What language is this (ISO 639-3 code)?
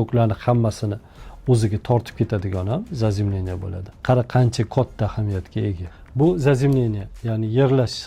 uzb